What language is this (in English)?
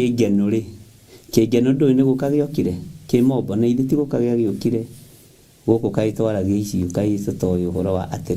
Kikuyu